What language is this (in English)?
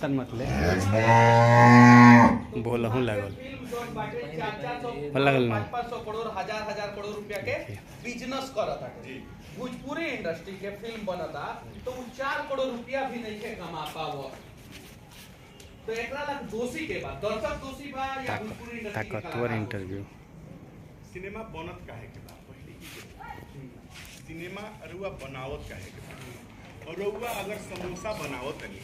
Bhojpuri